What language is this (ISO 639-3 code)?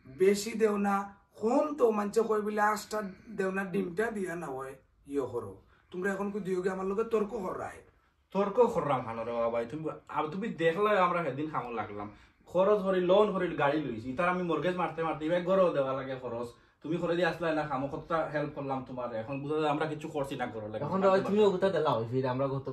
syl